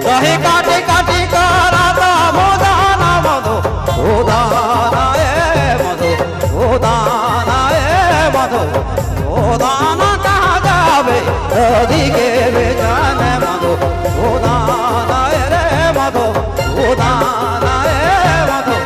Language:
Sadri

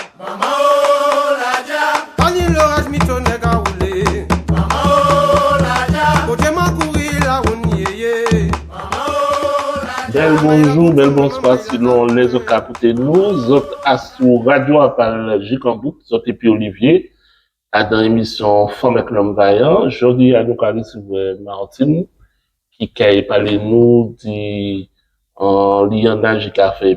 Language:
Guadeloupean Creole French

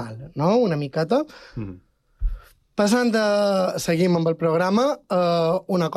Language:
Catalan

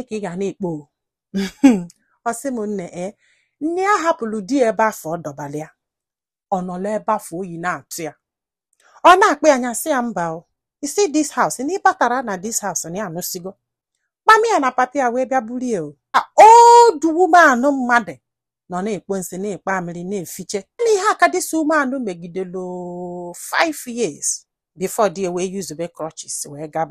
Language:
Igbo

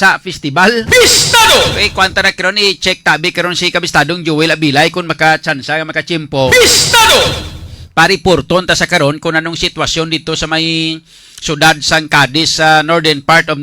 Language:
Hiligaynon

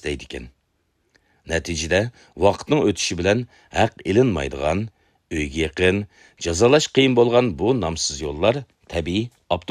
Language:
Uyghur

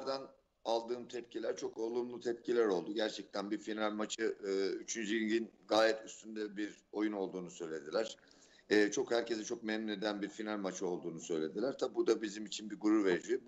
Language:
Turkish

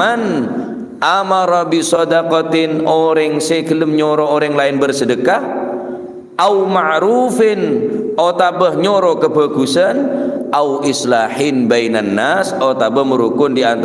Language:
Madurese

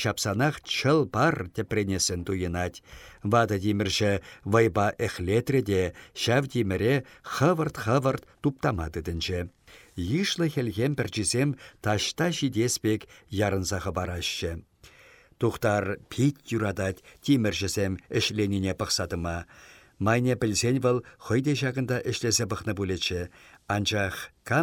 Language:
Chuvash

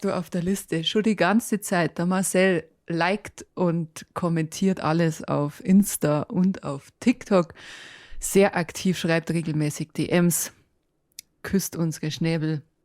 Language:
Bavarian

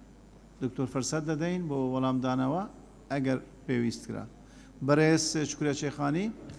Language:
Central Kurdish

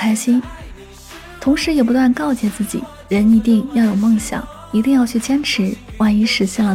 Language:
Chinese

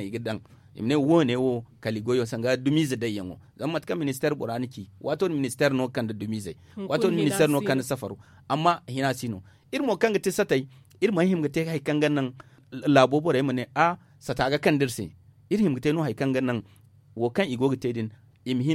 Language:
Zarma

